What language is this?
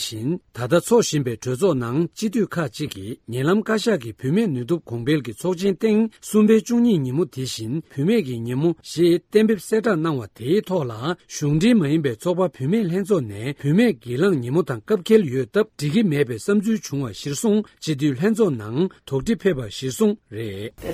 Tibetan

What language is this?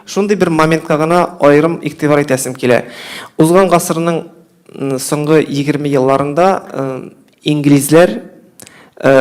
Tatar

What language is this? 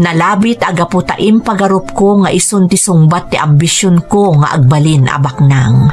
Iloko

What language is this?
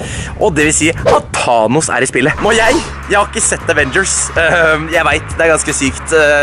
Norwegian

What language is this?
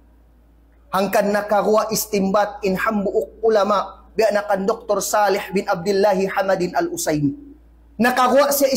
Tausug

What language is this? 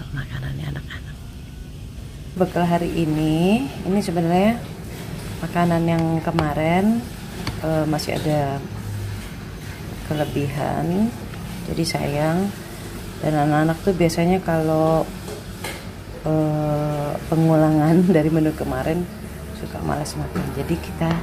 Indonesian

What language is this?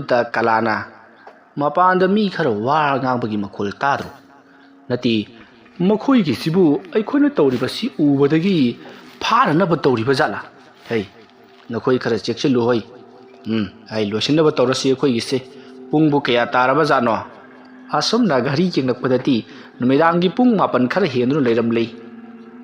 Manipuri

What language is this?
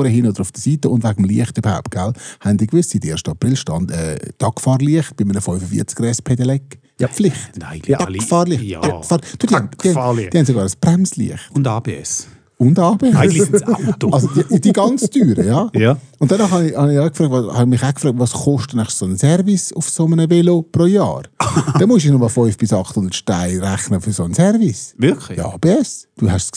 Swiss German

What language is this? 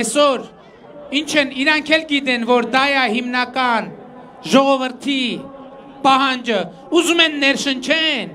Armenian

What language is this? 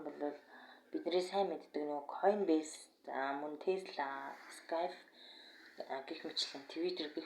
Mongolian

